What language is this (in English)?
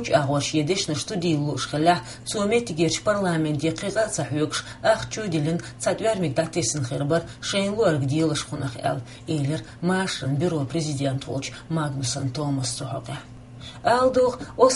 Chechen